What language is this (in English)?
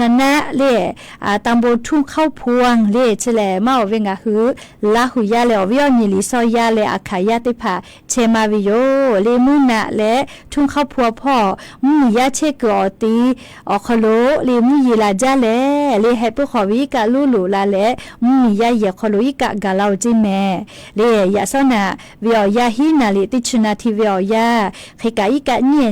Lahu